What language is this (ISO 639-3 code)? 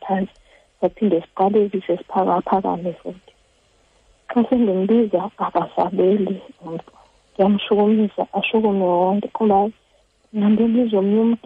xho